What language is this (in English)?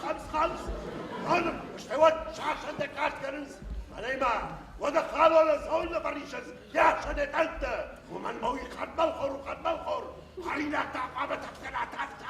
Ossetic